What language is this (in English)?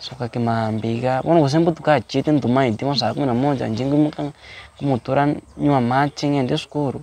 Gusii